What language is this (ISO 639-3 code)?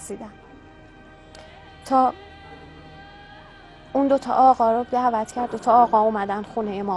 fas